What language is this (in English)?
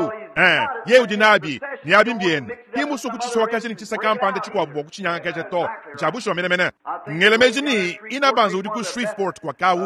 Luba-Lulua